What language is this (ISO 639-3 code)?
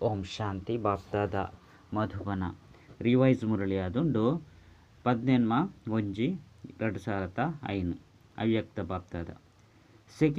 tcy